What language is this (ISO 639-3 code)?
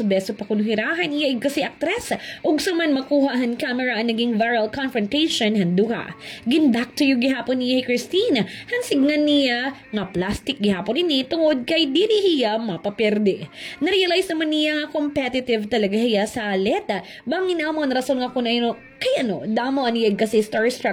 war